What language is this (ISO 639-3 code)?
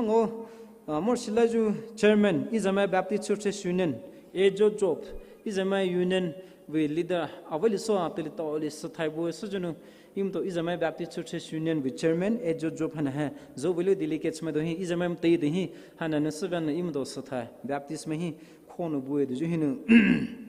pmx